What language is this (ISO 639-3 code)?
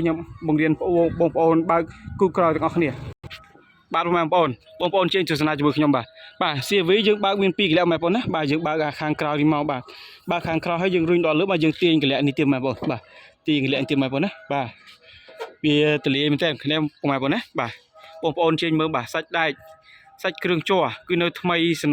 khm